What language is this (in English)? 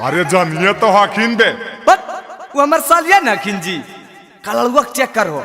Magahi